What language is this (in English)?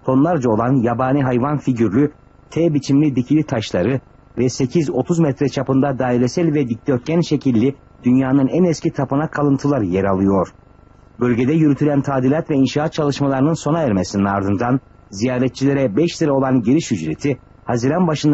Turkish